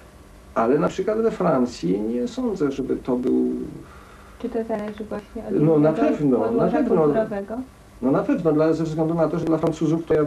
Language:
Polish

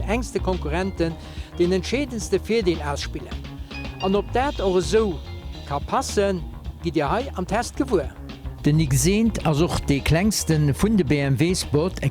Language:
Luxembourgish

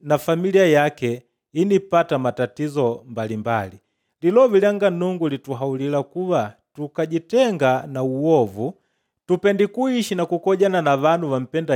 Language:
Makonde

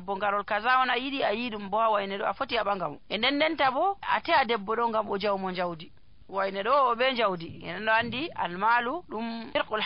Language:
Nigerian Fulfulde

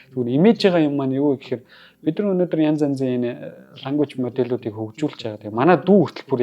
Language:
Mongolian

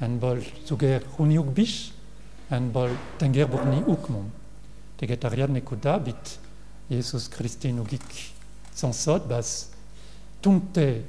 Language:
Mongolian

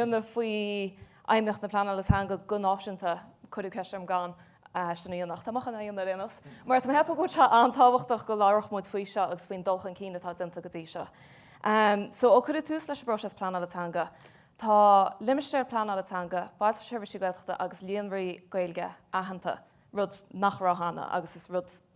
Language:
Irish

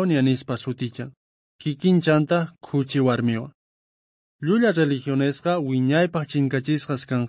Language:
South Bolivian Quechua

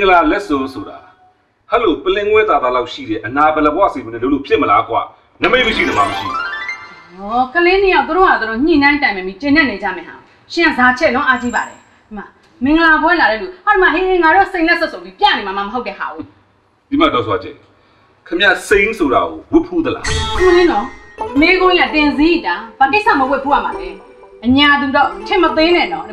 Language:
Burmese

